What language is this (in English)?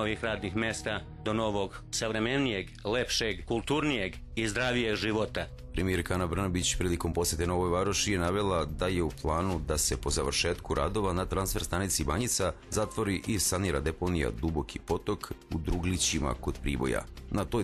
Serbian